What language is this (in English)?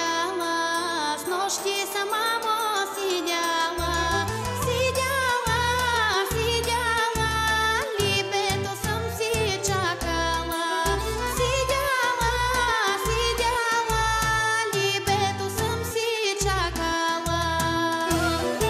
Bulgarian